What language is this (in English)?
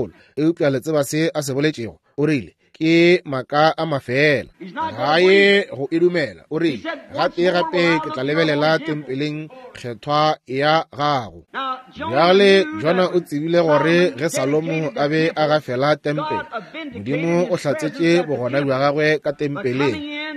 Northern Sotho